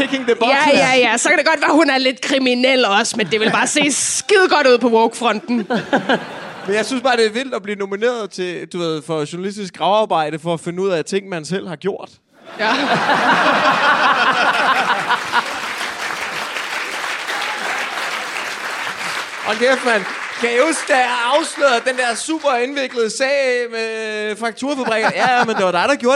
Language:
Danish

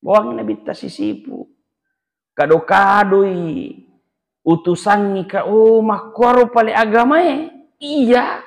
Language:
Buginese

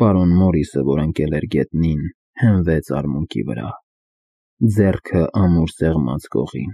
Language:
Armenian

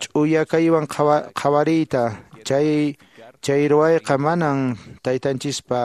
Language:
Quechua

